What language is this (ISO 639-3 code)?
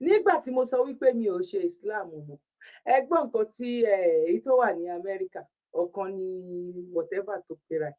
yor